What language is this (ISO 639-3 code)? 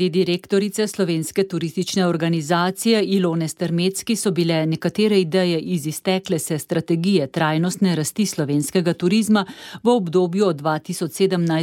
slv